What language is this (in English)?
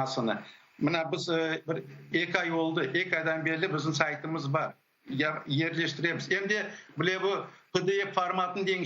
Crimean Tatar